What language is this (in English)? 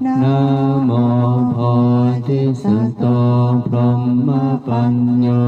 Pali